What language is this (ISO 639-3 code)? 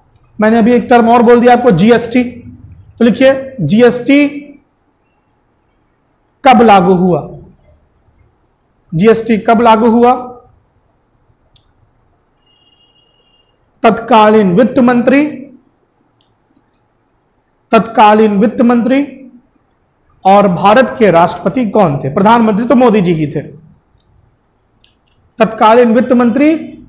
hin